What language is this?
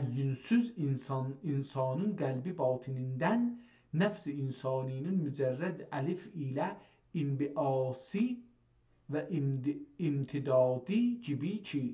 South Azerbaijani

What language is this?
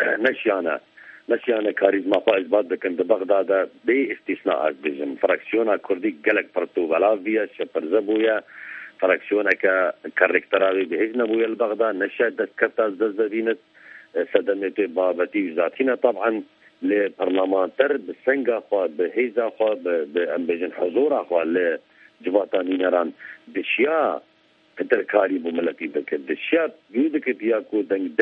Kurdish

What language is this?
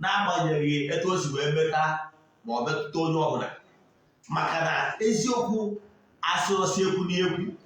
Igbo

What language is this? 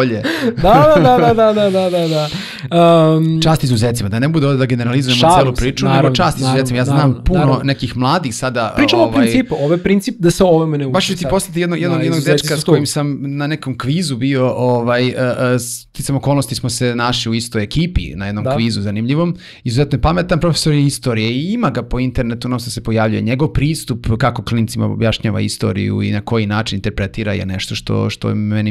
Serbian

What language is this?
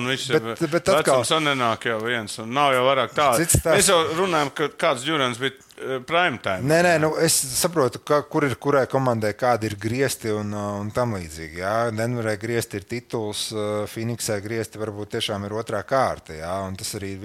Latvian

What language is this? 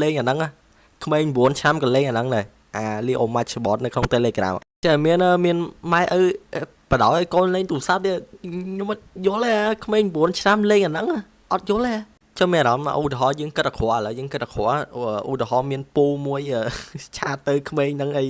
Khmer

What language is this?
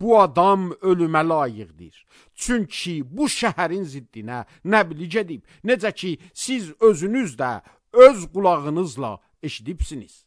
Azerbaijani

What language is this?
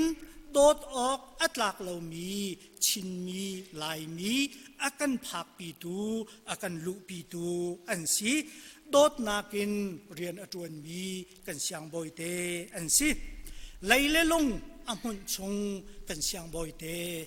Hakha Chin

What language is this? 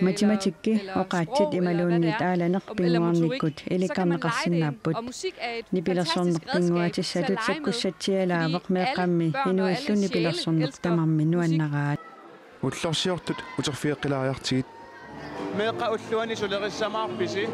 Kalaallisut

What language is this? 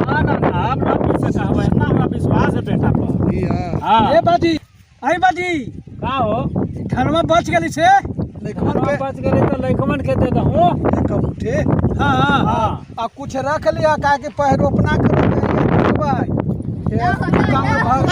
Magahi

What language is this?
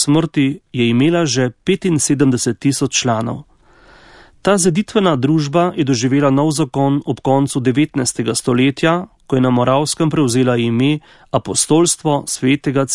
Slovenian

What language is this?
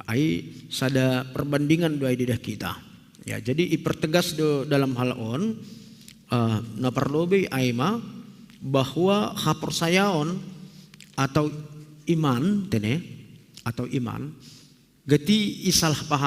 Batak Simalungun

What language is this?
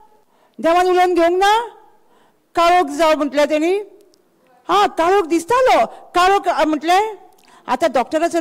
Konkani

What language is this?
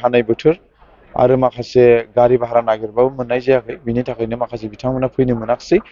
Bodo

